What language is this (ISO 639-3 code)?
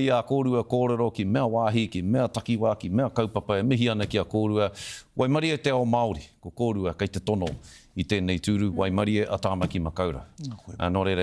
mri